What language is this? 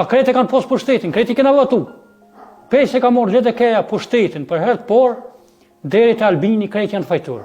Albanian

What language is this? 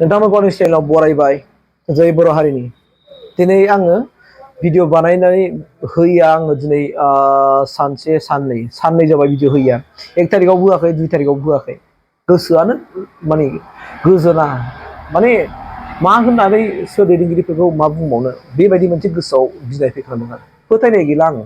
Bodo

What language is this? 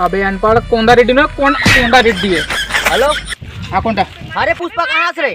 Chhattisgarhi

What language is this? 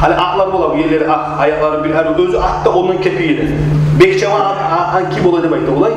Kumyk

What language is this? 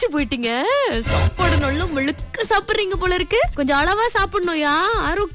Tamil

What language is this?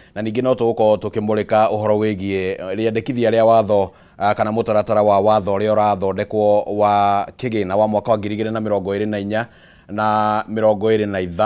Kikuyu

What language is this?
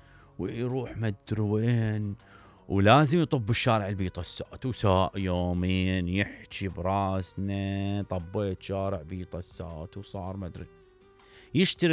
Mesopotamian Arabic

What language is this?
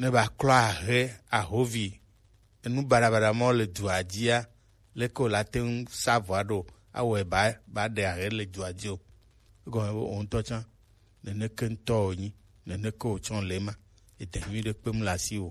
Gen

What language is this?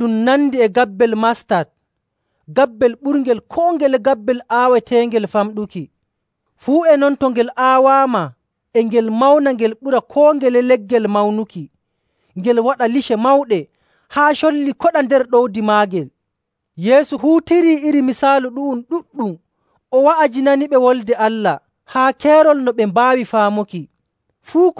Nigerian Fulfulde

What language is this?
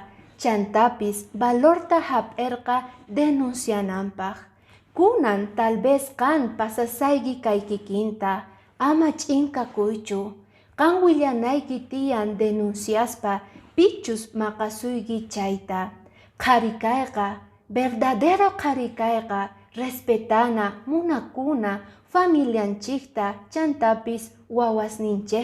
Quechua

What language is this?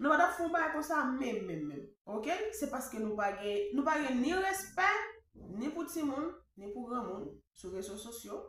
Haitian Creole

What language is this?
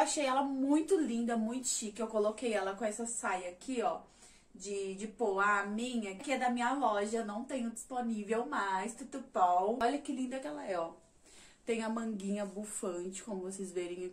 Portuguese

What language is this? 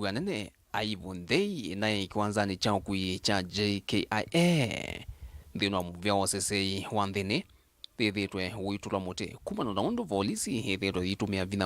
Kamba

